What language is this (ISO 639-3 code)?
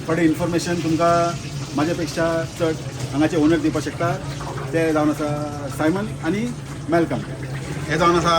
kok